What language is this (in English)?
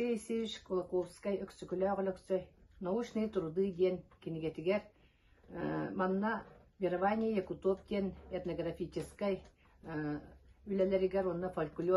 Yakut